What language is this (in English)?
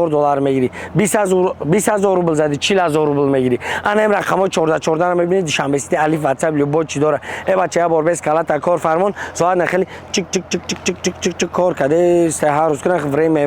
Tajik